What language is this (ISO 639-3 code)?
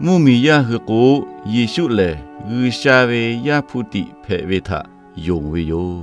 lhu